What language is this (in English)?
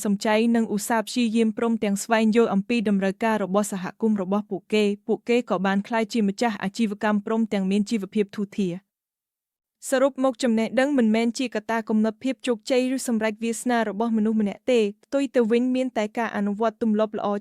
Khmer